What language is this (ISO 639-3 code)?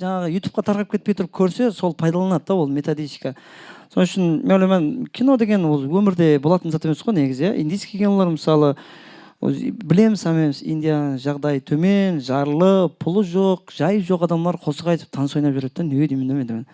kaa